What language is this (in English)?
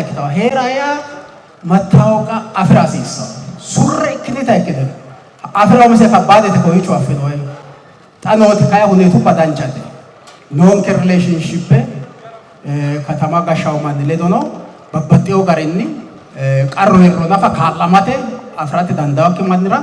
Sidamo